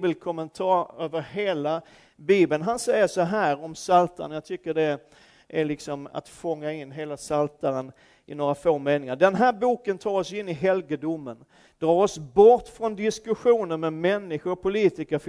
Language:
Swedish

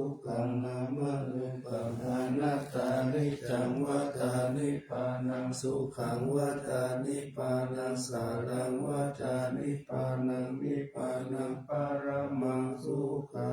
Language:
Pali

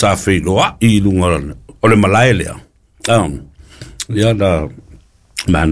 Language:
Samoan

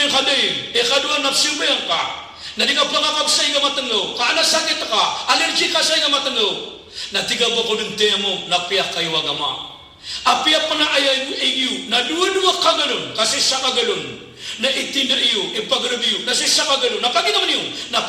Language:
Maranao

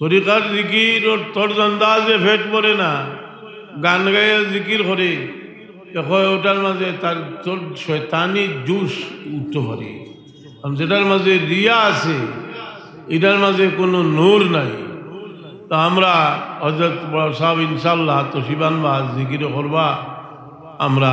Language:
Sylheti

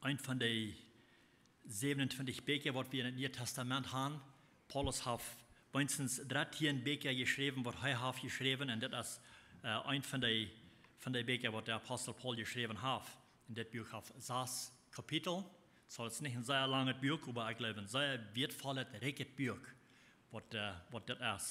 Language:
Plautdietsch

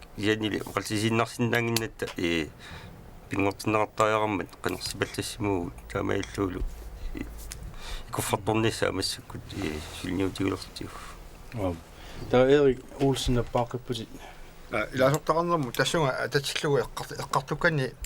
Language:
Kalaallisut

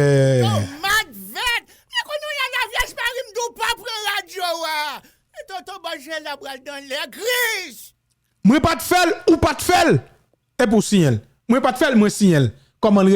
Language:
Haitian Creole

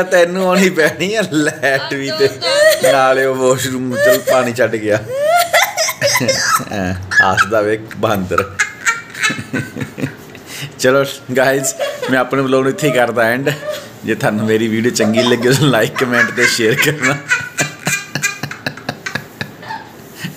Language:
Punjabi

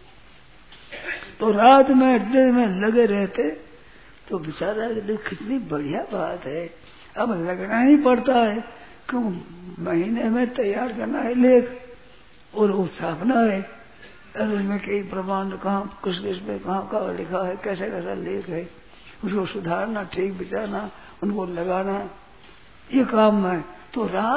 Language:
Hindi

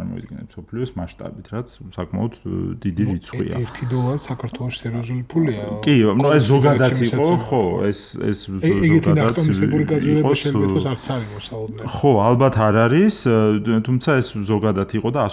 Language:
Georgian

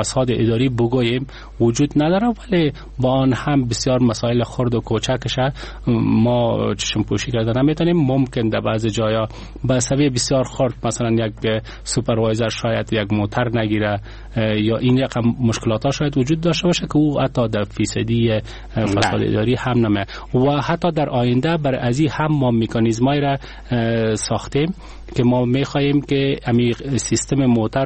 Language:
Persian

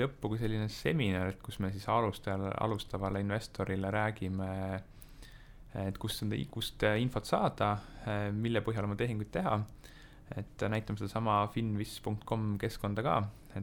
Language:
Estonian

